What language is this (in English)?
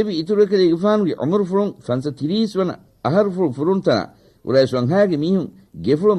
Divehi